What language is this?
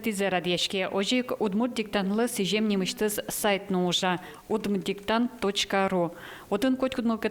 Udmurt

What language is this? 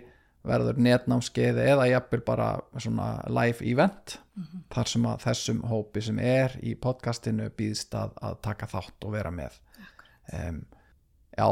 Icelandic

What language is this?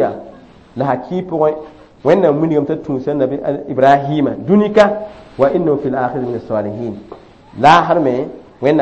Mossi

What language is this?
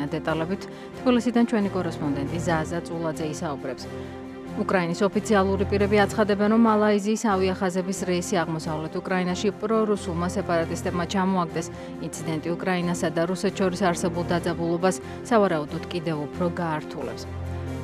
Georgian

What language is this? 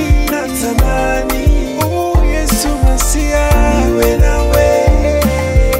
Swahili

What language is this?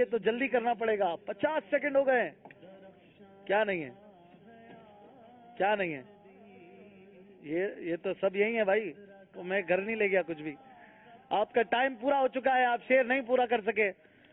Urdu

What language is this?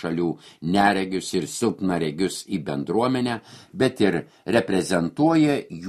Lithuanian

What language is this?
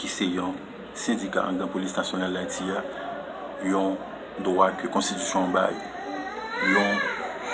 Haitian Creole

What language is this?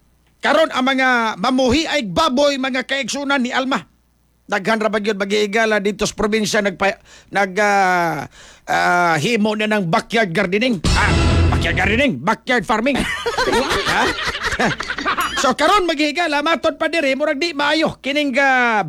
Cebuano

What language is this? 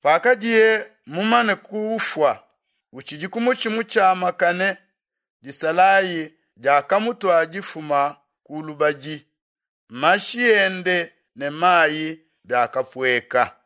Luba-Lulua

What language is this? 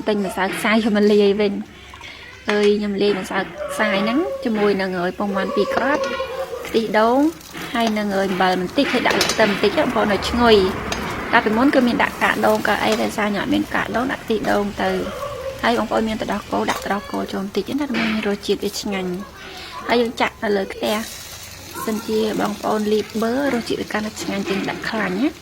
Khmer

